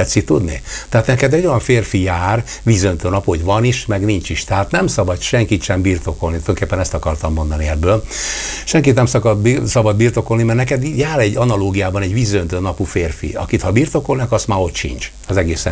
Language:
Hungarian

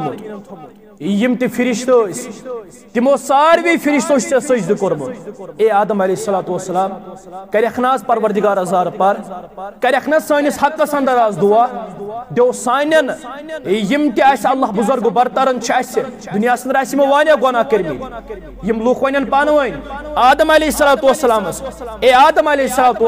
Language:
Kashmiri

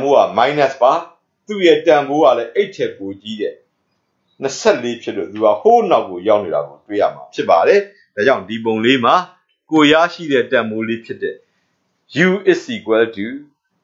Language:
Burmese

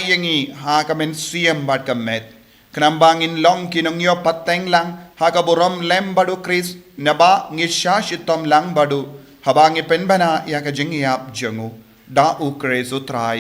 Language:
Khasi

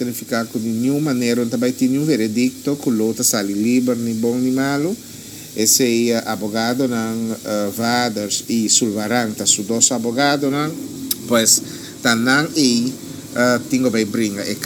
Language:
Papiamento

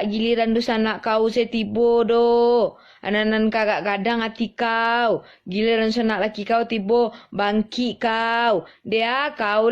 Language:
Minangkabau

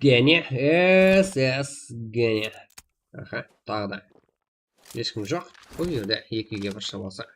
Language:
Kara-Kalpak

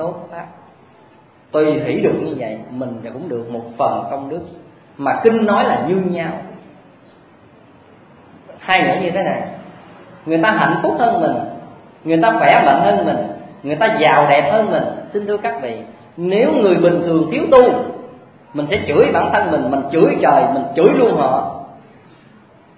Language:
Vietnamese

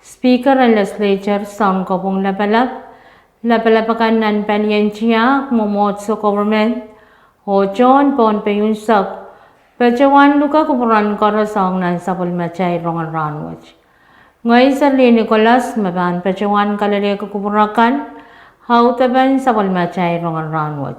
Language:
Pohnpeian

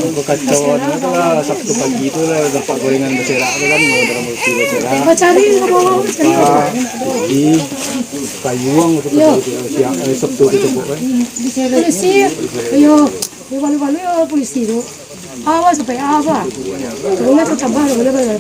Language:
Minangkabau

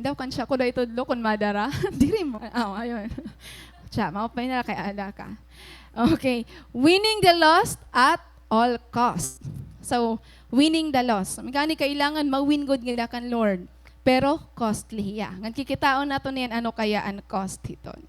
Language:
Waray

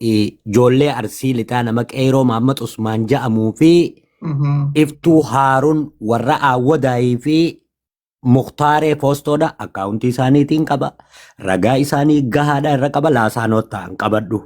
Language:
Oromo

